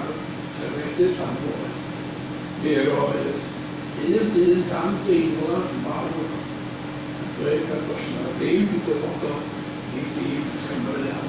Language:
Welsh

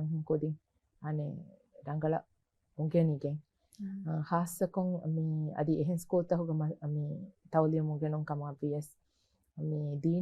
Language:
Divehi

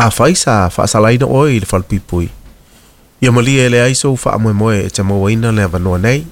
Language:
Samoan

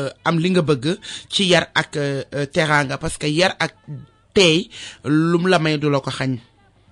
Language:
Wolof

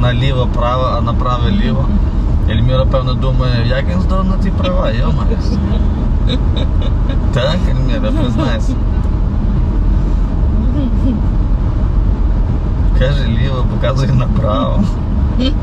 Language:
Ukrainian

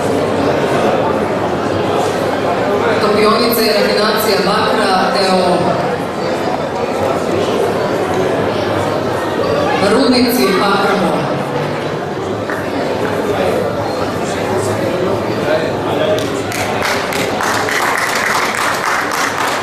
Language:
Serbian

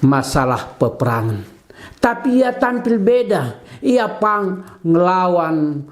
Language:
Batak Karo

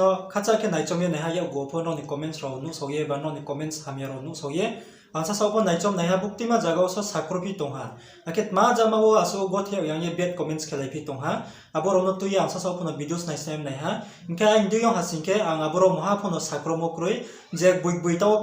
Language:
Riang (India)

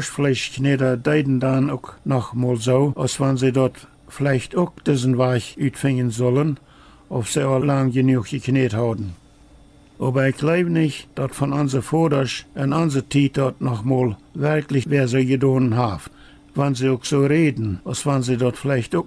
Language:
Plautdietsch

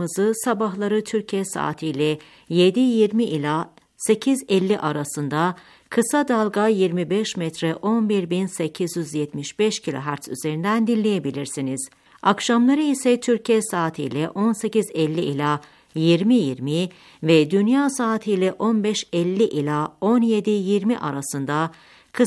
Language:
Turkish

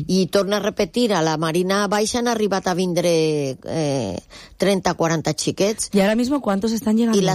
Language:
Catalan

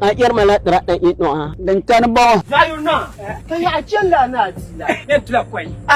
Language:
Dagbani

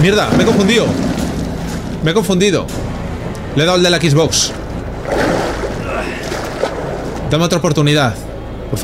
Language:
Spanish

